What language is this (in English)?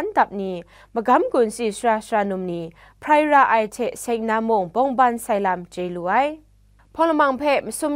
Kachin